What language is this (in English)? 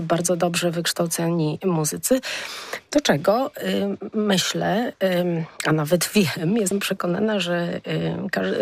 Polish